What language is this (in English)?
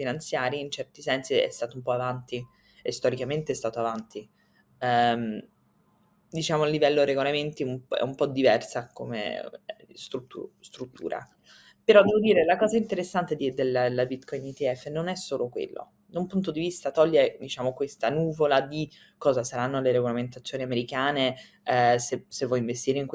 Italian